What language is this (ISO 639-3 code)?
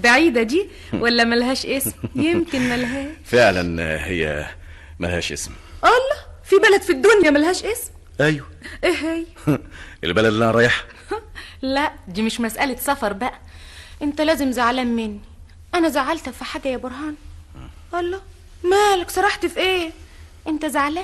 arz